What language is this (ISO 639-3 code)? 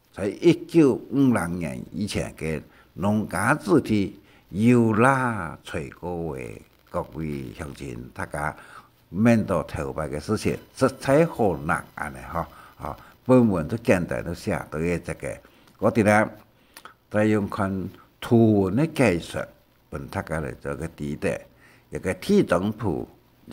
hak